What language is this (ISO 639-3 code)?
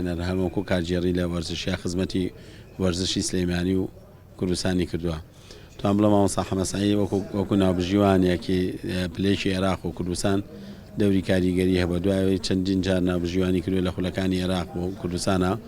ckb